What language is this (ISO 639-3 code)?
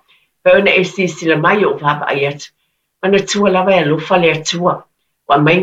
smo